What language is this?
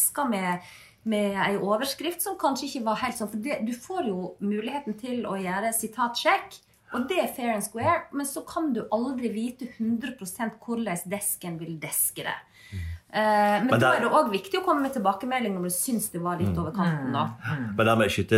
Norwegian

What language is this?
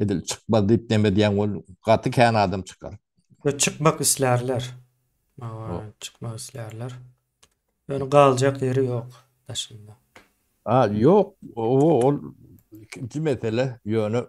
Turkmen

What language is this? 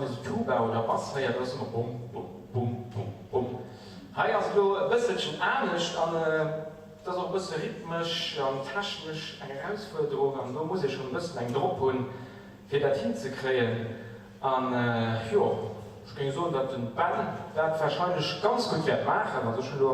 Luxembourgish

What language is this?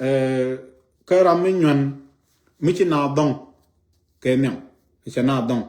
Nuer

